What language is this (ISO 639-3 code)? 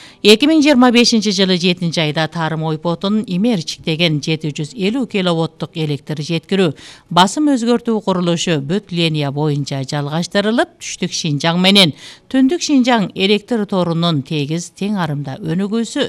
kir